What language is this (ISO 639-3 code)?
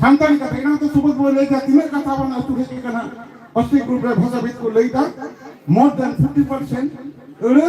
sat